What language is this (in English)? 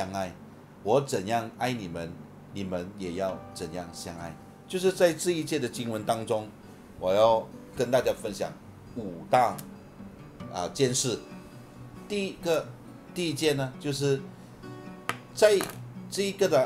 Chinese